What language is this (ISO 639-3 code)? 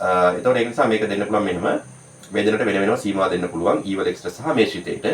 sin